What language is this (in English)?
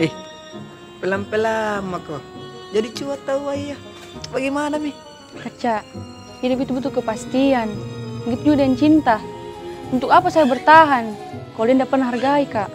Makassar Malay